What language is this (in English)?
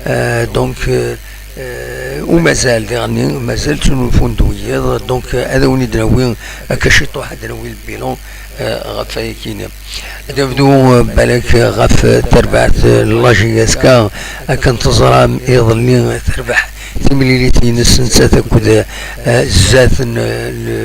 Kabyle